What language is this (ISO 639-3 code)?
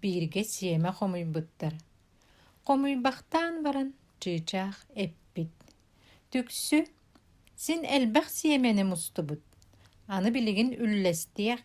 sah